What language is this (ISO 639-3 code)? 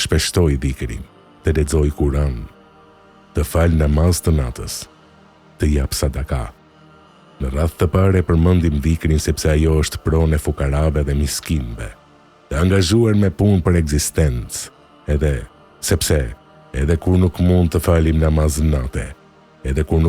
sqi